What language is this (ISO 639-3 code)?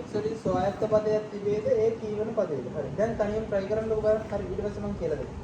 sin